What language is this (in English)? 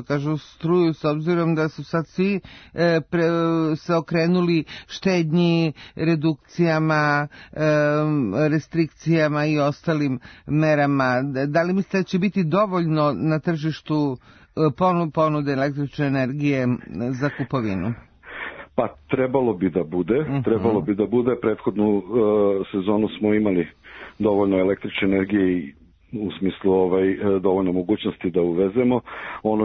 Serbian